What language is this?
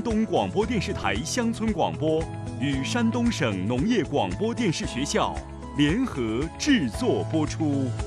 Chinese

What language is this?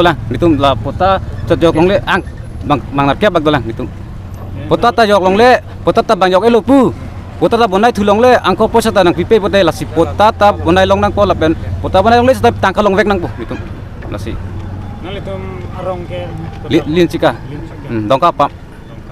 Karbi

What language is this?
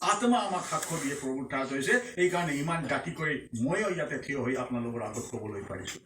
Assamese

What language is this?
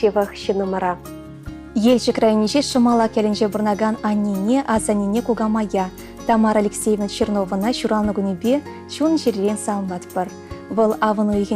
Chuvash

